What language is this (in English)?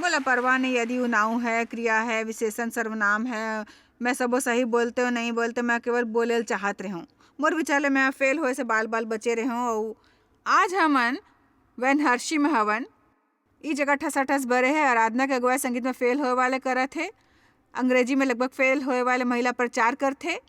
Chhattisgarhi